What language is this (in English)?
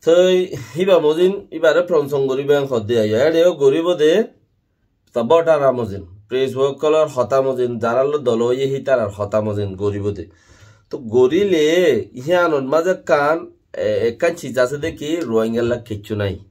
Rohingya